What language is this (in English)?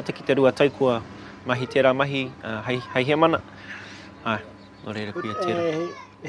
Māori